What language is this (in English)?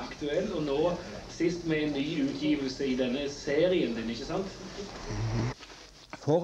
Norwegian